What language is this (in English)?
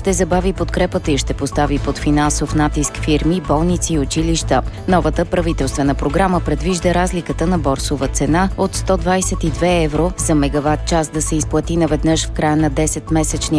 Bulgarian